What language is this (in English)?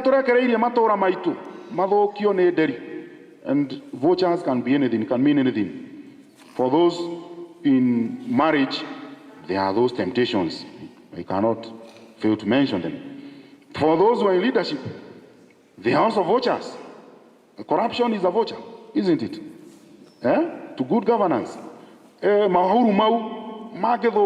Kikuyu